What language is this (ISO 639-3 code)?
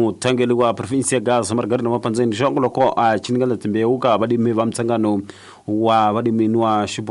tso